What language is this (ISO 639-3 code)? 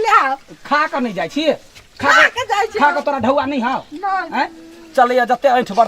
mai